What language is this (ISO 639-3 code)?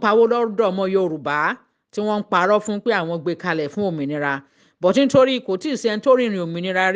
yor